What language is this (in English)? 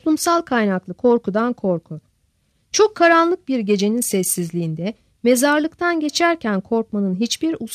Turkish